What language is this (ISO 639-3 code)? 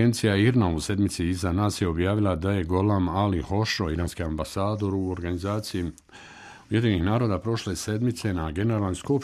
bos